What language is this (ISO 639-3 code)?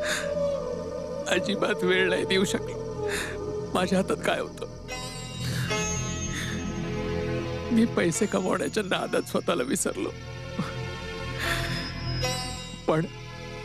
mar